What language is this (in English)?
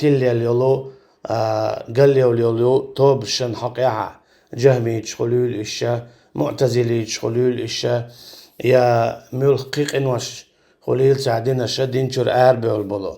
Chechen